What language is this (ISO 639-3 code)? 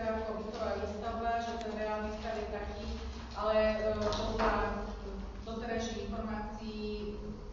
slk